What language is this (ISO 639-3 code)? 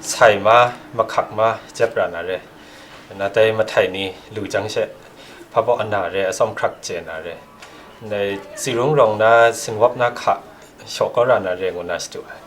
kac